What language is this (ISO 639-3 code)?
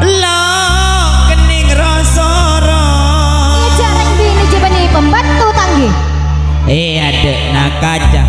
mad